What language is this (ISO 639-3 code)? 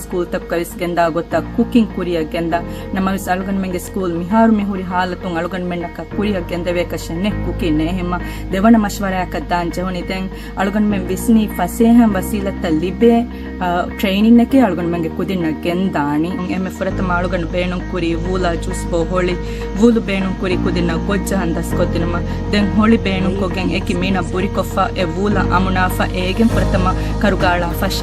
div